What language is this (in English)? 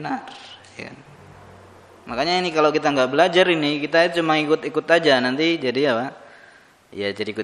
Indonesian